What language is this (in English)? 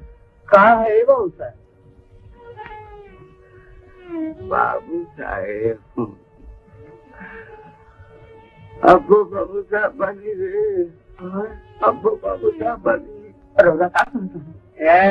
Bhojpuri